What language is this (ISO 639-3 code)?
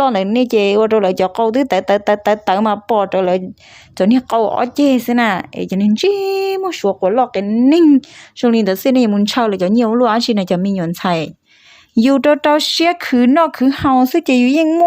hmn